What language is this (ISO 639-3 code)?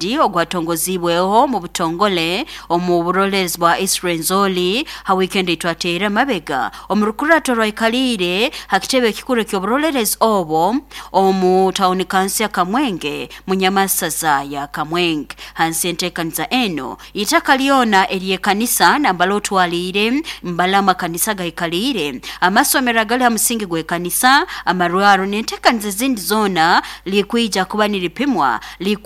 nyo